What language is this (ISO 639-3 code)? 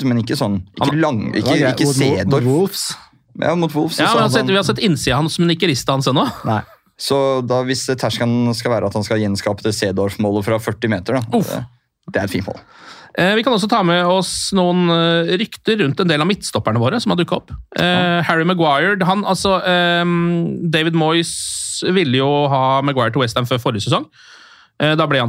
nor